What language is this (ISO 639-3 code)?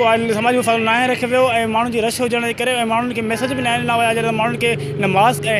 snd